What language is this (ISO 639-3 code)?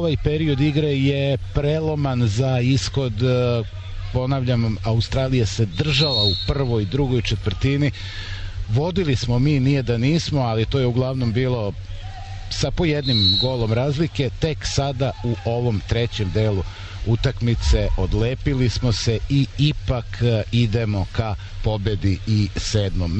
srp